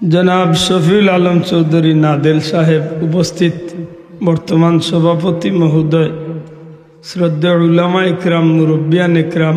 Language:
Sylheti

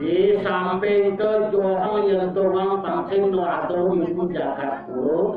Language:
Balinese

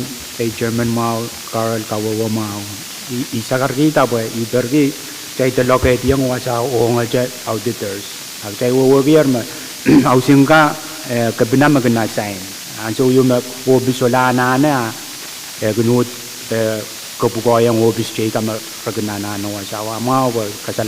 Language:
Pohnpeian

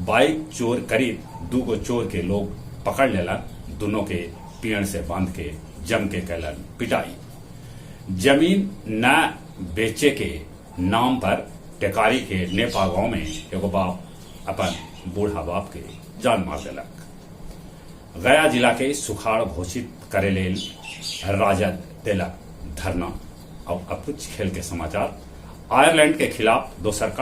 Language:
Magahi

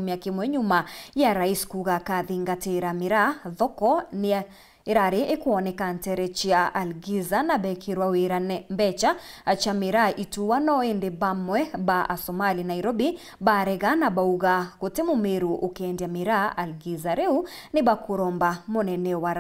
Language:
Meru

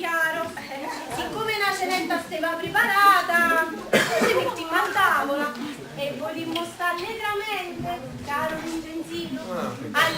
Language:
Neapolitan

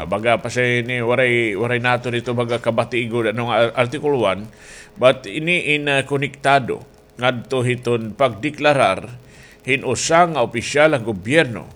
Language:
Waray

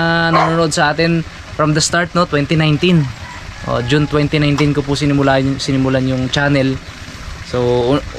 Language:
Filipino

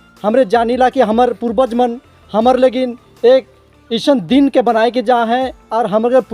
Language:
Sadri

